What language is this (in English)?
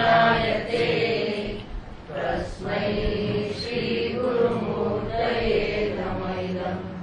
Gujarati